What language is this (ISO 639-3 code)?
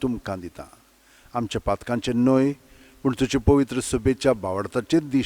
kok